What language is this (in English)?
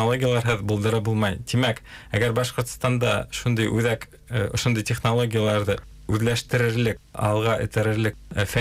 Bashkir